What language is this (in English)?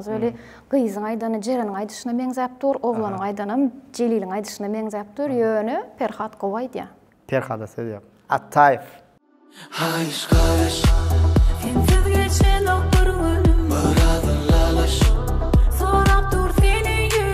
Turkmen